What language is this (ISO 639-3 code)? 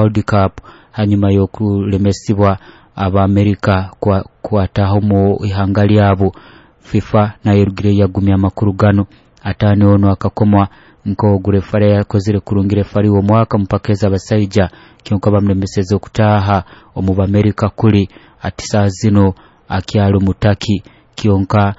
nyo